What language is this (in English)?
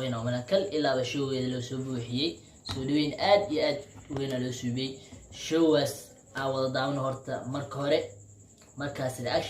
Somali